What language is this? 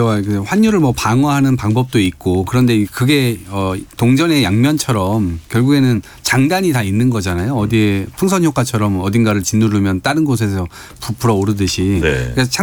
Korean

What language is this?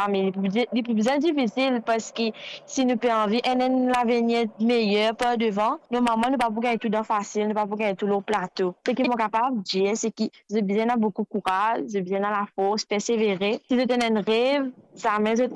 Morisyen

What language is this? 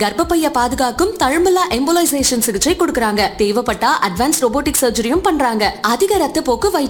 Tamil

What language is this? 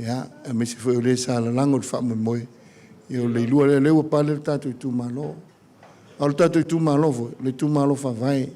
Samoan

